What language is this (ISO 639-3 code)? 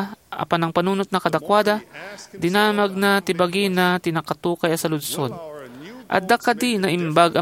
ilo